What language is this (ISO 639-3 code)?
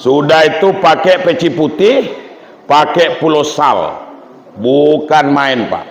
min